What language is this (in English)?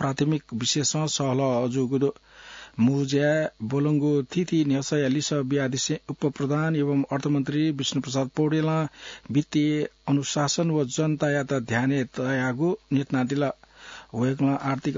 Newari